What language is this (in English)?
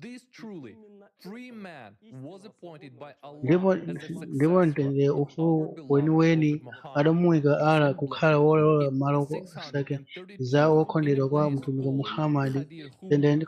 Nyanja